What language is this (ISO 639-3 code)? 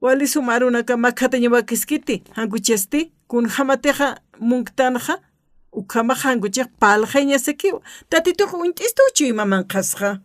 aym